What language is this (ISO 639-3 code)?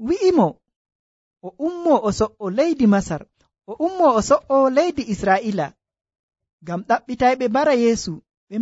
fuv